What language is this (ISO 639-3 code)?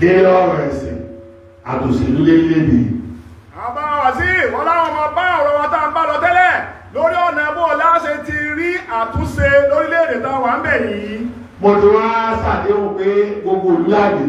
yor